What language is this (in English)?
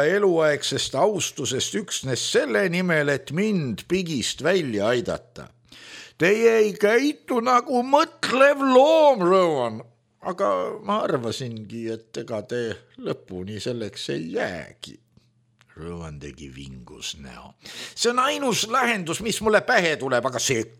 Estonian